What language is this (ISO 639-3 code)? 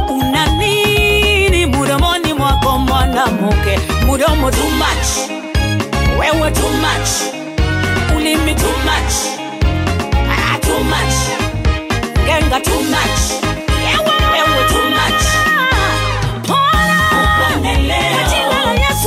swa